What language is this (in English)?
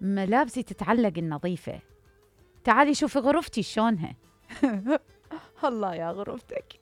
Mesopotamian Arabic